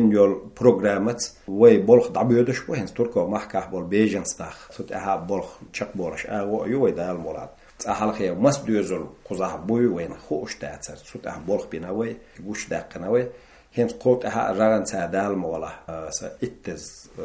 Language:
Chechen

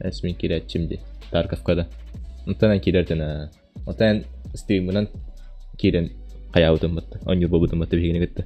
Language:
Yakut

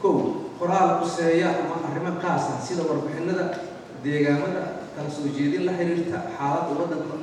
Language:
Somali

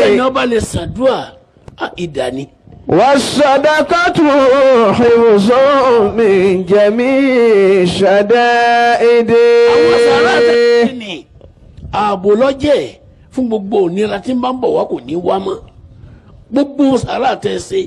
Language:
Yoruba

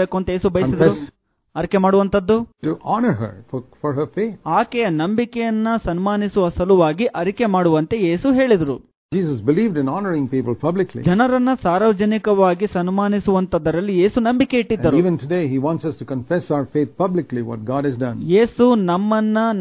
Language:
Kannada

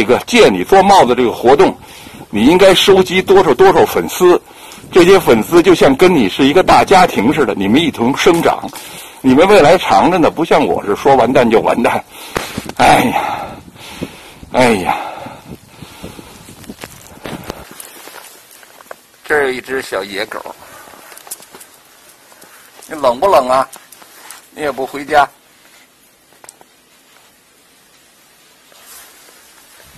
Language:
Chinese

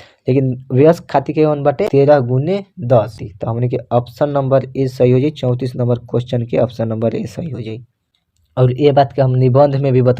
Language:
Bhojpuri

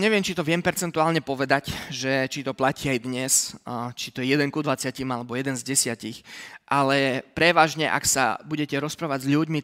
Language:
Slovak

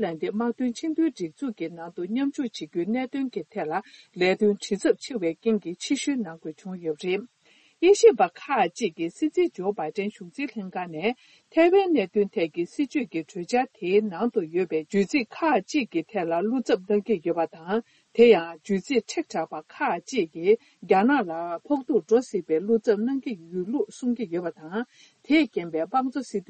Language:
Tibetan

